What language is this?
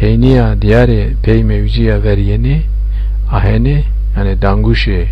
Zaza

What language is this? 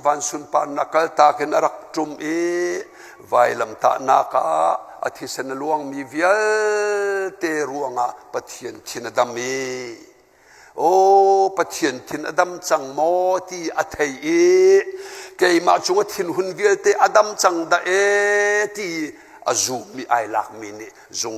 Hakha Chin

